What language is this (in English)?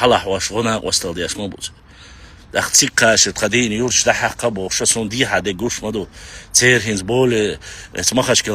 Chechen